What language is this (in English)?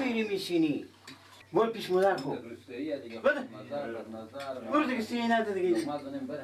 Persian